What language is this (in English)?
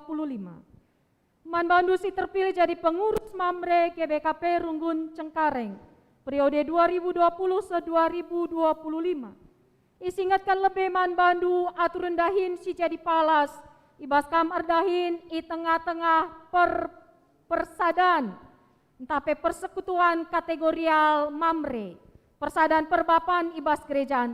Batak Karo